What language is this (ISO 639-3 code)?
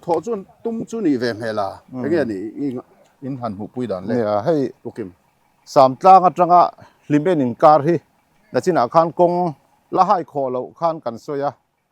lus